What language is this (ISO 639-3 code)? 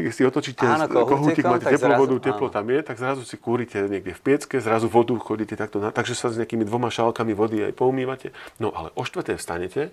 slk